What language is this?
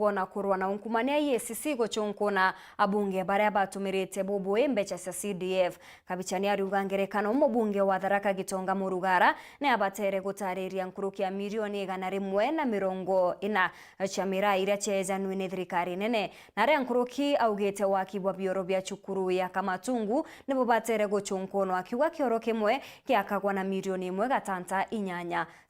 Meru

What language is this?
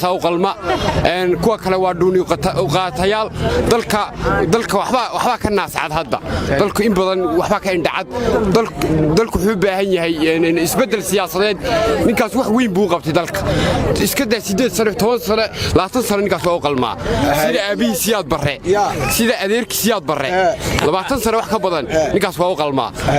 Somali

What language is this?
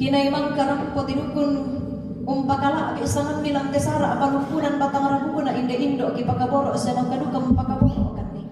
Toraja-Sa'dan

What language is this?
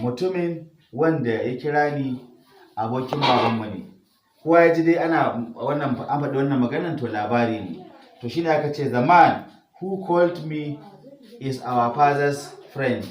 Hausa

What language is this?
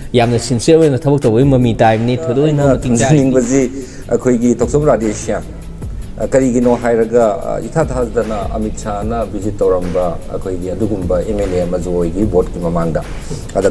Manipuri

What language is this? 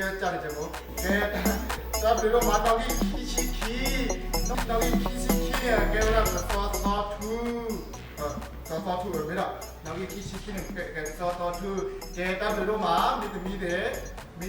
S'gaw Karen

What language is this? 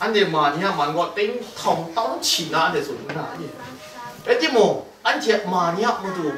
Kachin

